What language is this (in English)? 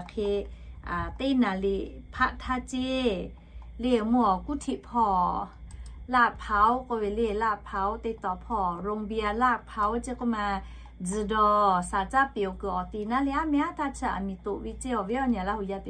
Lahu